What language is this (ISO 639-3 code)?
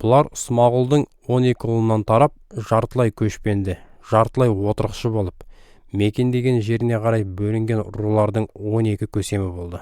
kaz